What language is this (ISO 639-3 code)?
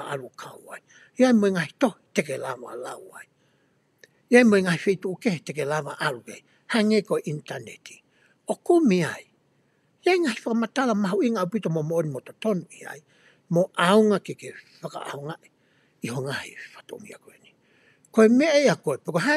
ton